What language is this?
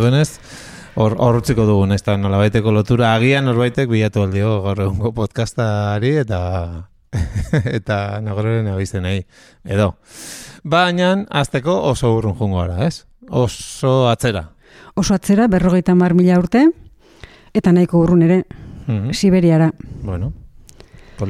Basque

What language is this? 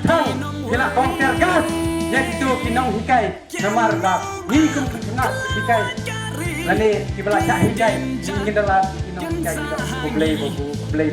Khasi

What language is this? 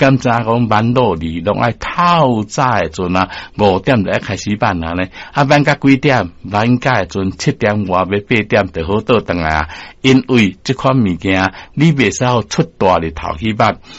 Min Nan Chinese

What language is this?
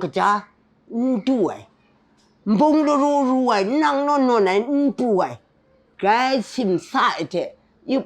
Kachin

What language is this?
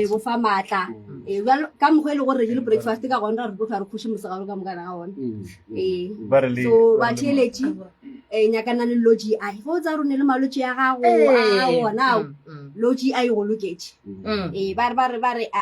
Northern Sotho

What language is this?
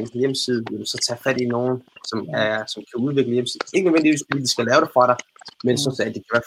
Danish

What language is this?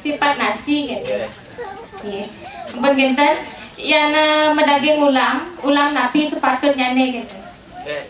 Balinese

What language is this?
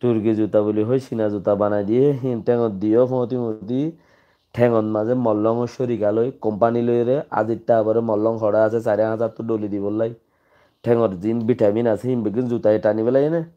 Rohingya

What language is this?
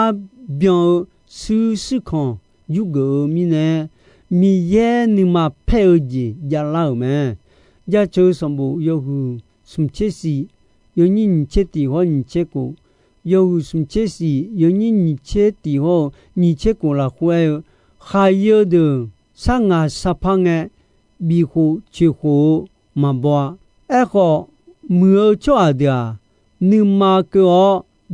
Akha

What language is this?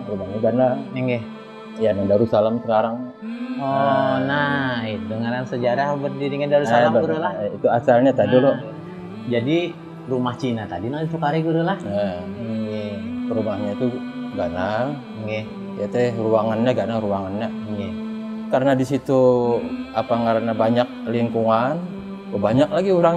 Banjar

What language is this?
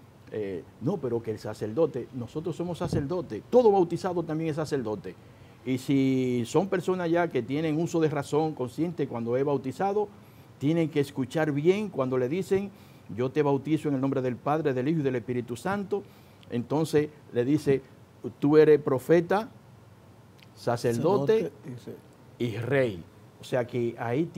Spanish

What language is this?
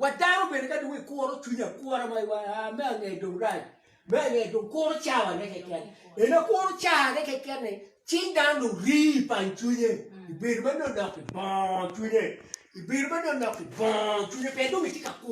Acoli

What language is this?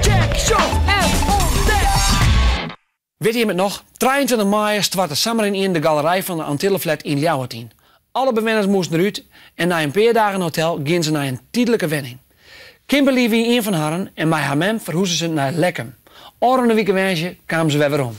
Western Frisian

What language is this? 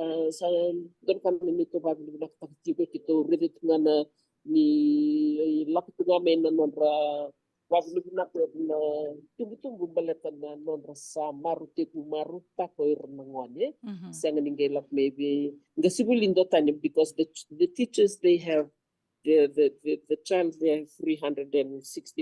Fijian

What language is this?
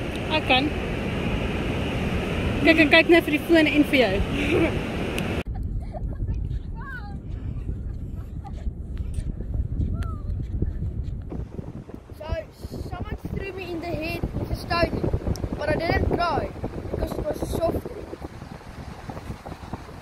Afrikaans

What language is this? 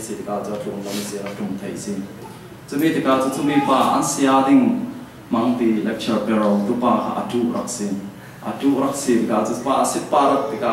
Falam Chin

